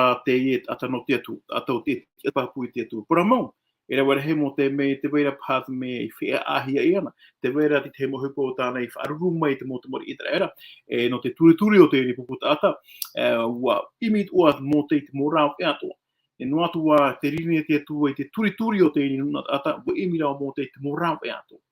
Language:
Tahitian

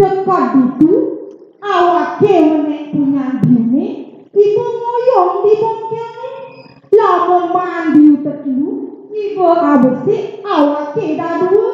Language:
Balinese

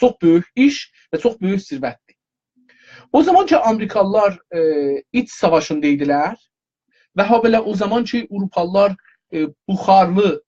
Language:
South Azerbaijani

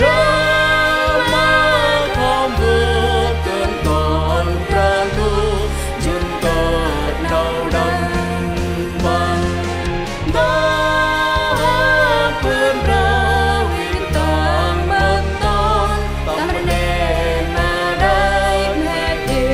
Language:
Central Mnong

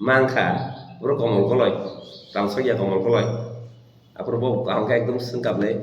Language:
Kok Borok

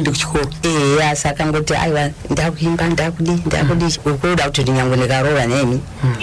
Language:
Shona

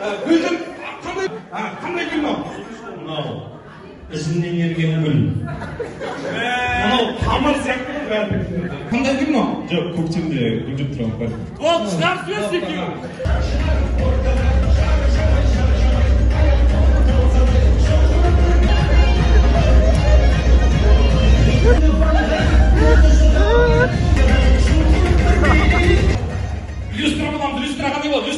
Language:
Kazakh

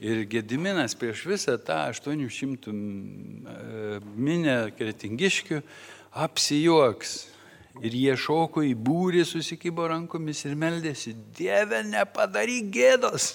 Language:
Lithuanian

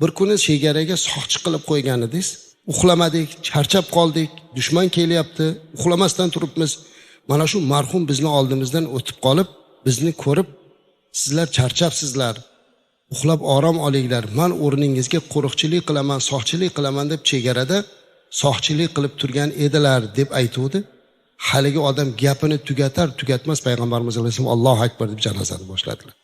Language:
Uzbek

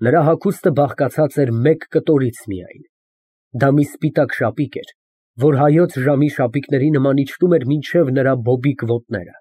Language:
Armenian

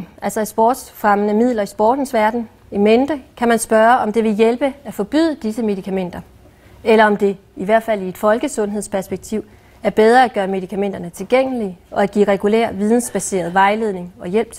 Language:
Danish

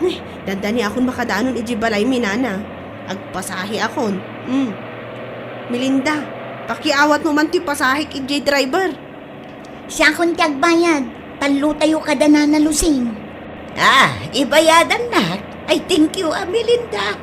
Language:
Iloko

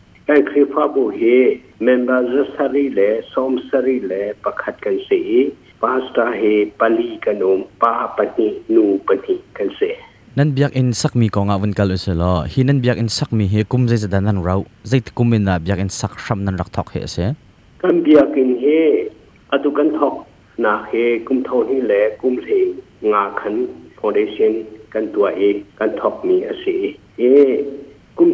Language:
Hakha Chin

